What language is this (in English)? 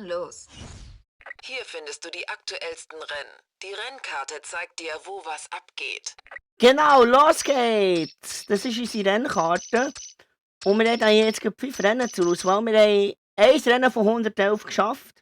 Swiss German